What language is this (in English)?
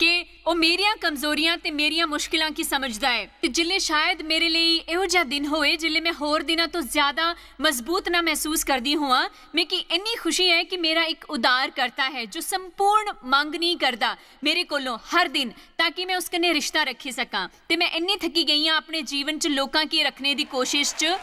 Dogri